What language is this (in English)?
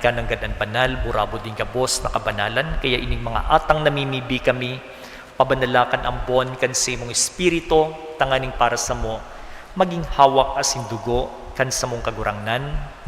Bikol